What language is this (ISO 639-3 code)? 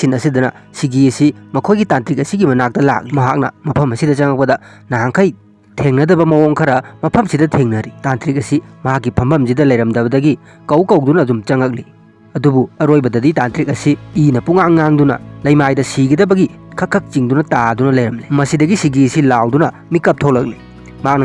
mni